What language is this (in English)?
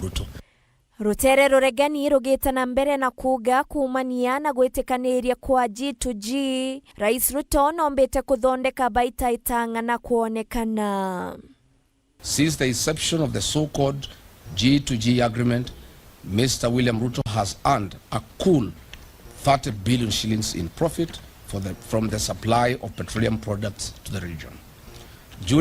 Meru